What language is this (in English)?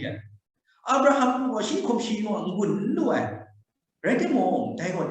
Kachin